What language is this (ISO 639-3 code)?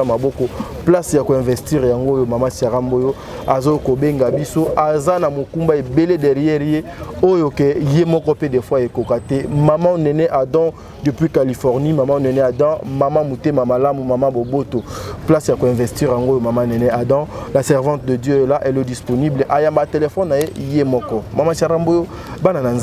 lin